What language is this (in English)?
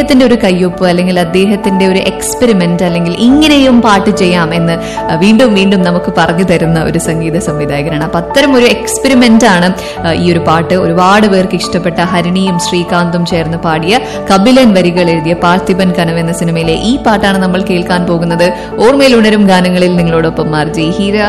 Malayalam